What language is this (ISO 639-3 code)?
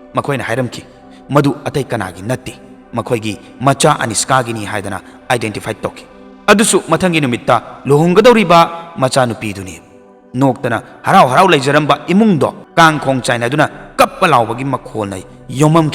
mni